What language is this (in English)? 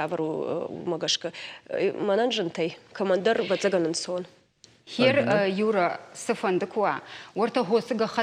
Ossetic